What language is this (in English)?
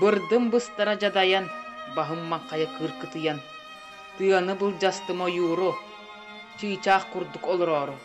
Yakut